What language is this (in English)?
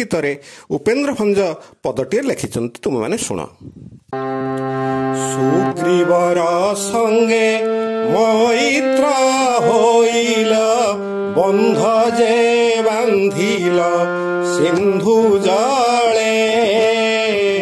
Odia